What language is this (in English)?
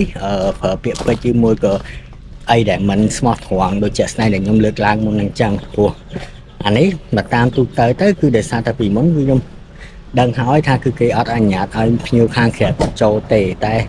Khmer